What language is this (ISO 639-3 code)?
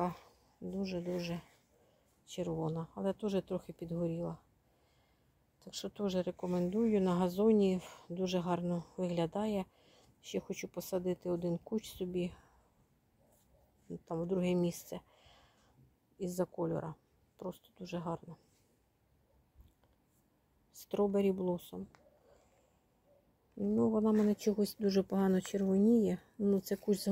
ukr